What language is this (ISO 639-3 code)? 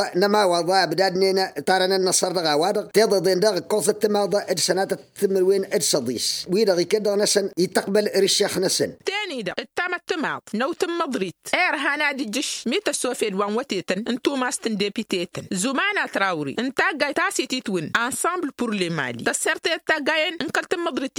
taq